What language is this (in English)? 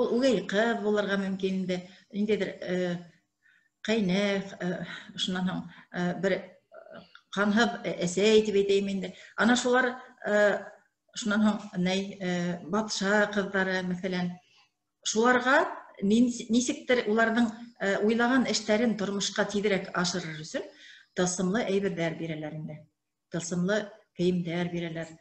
Bashkir